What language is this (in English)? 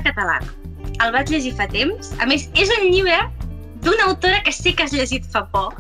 Catalan